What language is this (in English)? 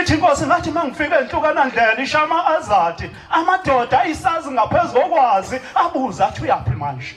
Zulu